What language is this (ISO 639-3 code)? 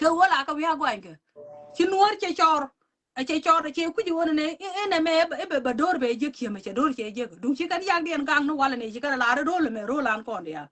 nus